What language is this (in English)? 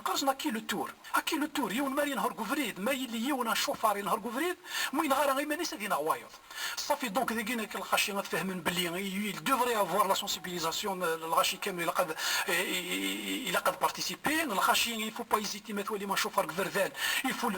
Kabyle